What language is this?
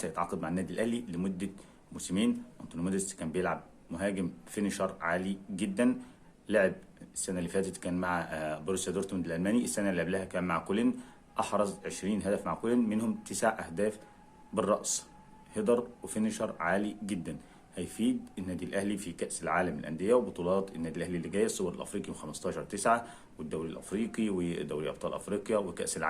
Egyptian Arabic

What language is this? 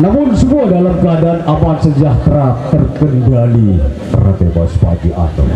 Sasak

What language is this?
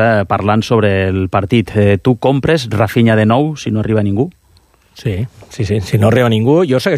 Catalan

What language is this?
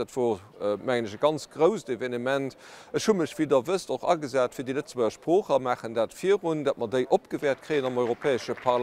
Luxembourgish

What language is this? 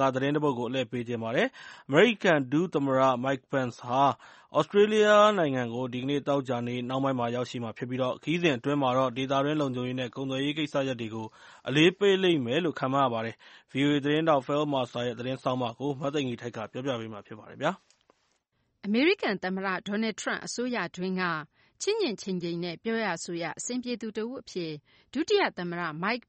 Burmese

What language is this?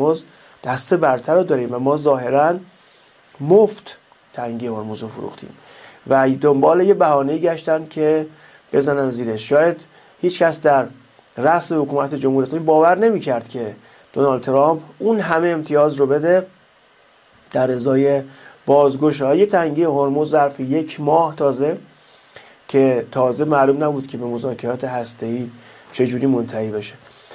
Persian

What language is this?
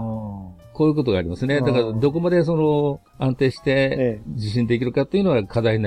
Japanese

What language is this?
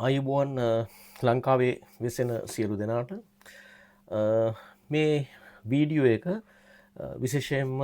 Sinhala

